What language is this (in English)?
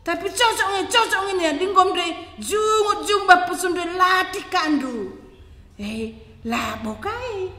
Batak Karo